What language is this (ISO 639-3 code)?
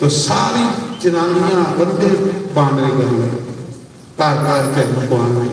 doi